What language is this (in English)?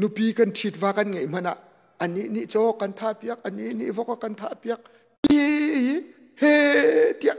Hakha Chin